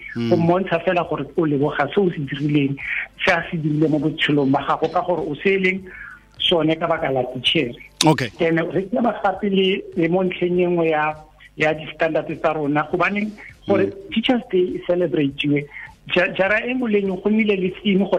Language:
Tswana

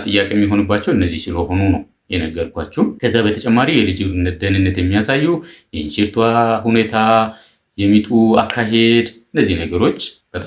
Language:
Amharic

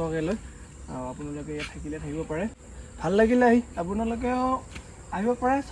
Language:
Assamese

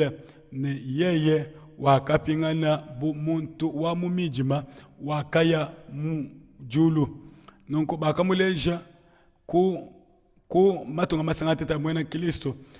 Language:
Luba-Lulua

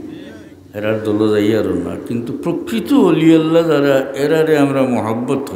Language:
Sylheti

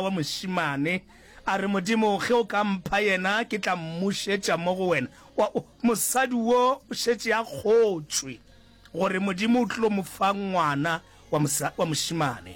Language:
Northern Sotho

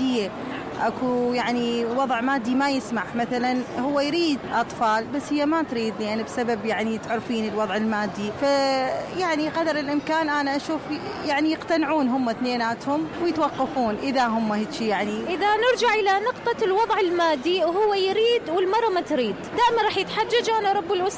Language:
Mesopotamian Arabic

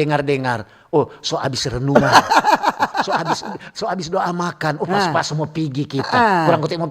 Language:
Manado Malay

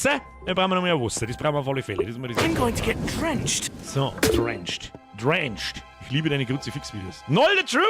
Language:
Bavarian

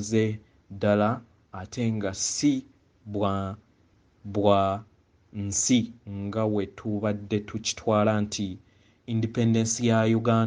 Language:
Ganda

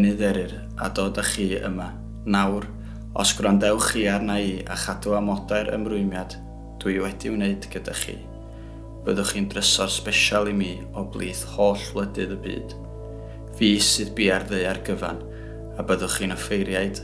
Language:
Welsh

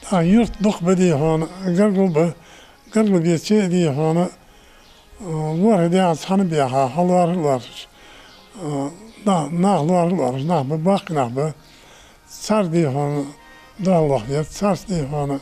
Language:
Ingush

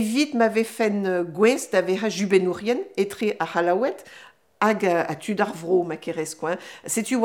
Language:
Breton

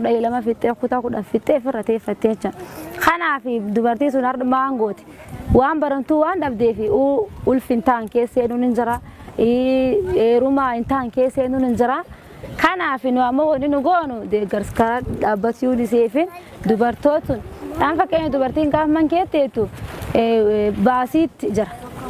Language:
Oromo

